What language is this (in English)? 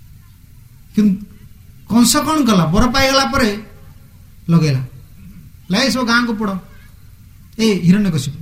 Odia